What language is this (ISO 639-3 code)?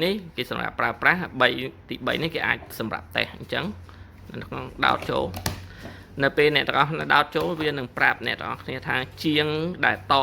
khm